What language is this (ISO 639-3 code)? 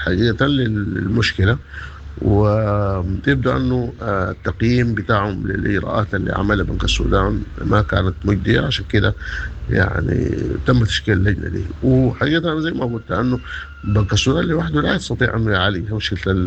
apd